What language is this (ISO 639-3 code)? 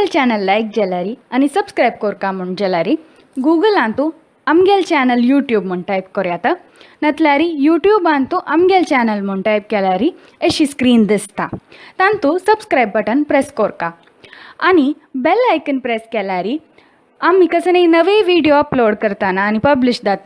kok